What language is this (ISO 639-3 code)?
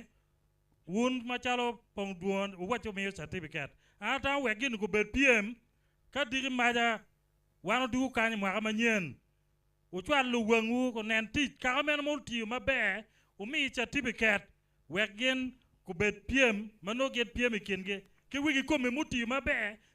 ach